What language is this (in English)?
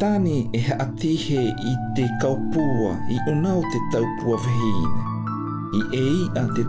South Marquesan